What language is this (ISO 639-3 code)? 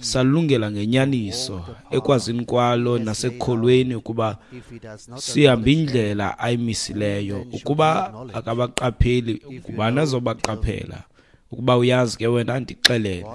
xho